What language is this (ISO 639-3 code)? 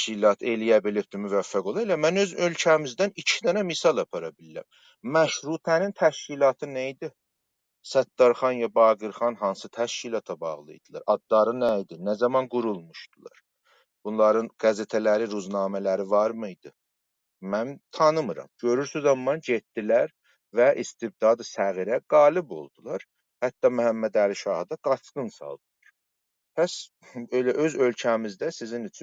azb